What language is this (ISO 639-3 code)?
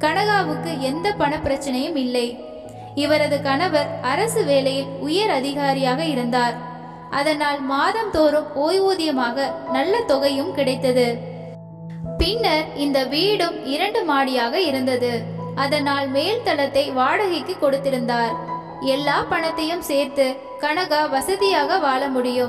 tam